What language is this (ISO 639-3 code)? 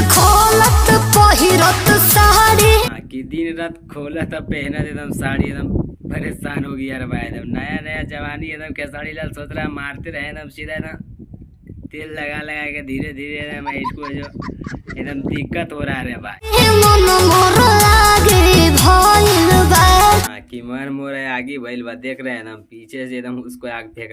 mag